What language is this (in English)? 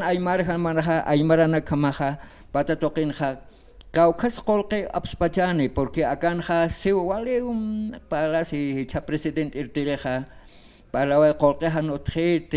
Aymara